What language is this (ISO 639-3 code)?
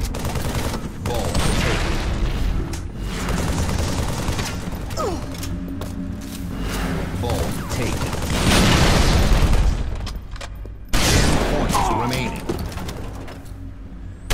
eng